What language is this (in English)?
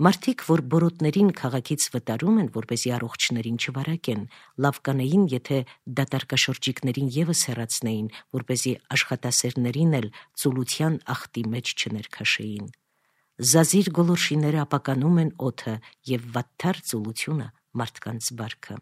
Armenian